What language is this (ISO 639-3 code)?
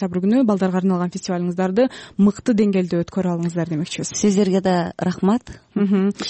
kir